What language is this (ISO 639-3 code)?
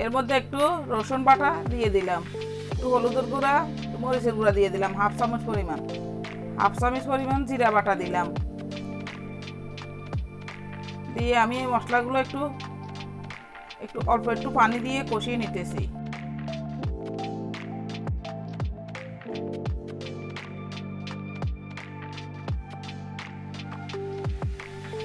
ben